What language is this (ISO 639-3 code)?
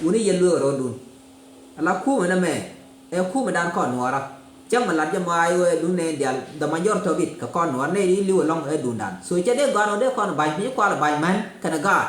nus